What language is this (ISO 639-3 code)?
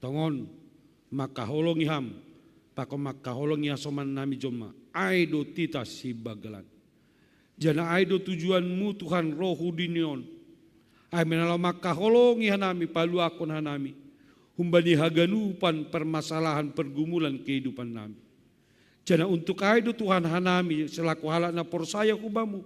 bts